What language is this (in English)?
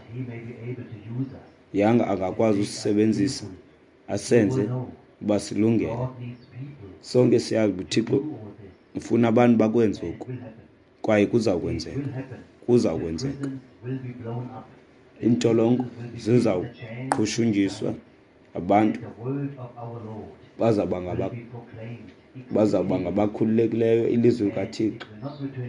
Xhosa